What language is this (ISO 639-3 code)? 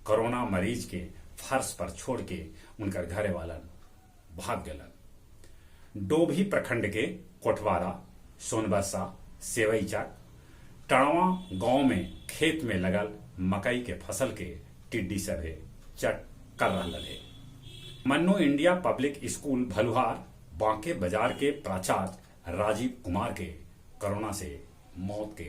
mag